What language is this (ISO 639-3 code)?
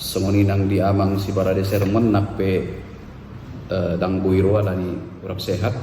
bbc